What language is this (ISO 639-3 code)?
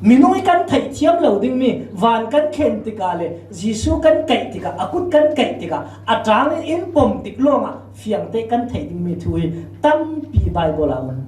cfm